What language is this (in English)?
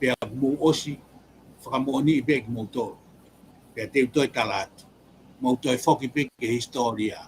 Tongan